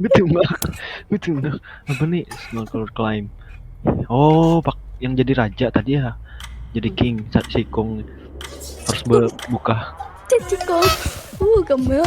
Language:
Banjar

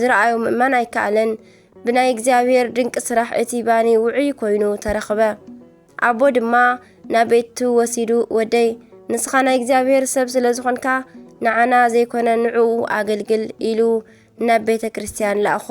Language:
Tigrinya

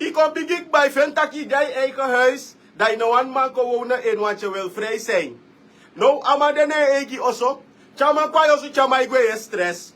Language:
Sranan Tongo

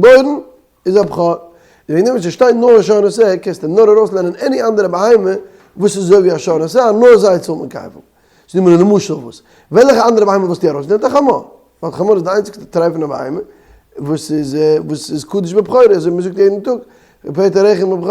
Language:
Yiddish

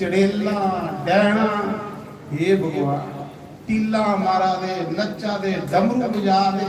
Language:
Dogri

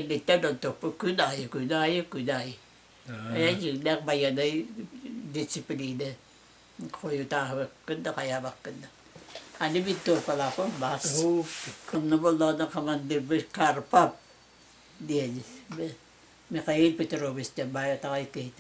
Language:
Yakut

